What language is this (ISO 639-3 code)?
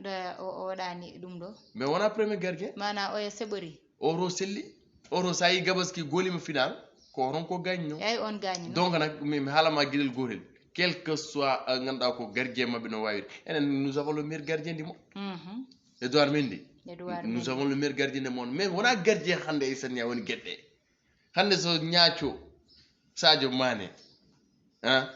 ful